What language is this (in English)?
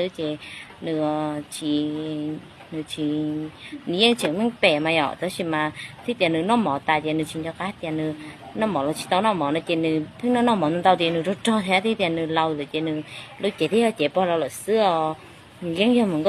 Hmong